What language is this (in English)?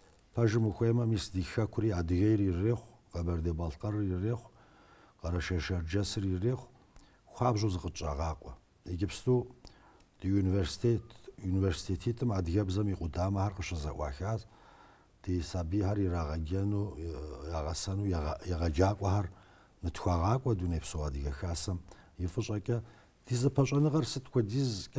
Kabardian